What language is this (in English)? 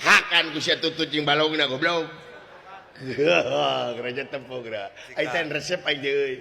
Sundanese